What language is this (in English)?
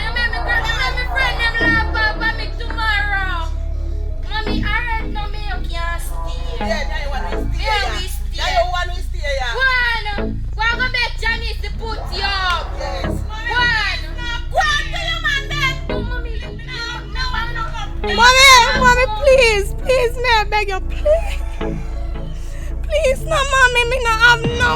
Jamaican Creole English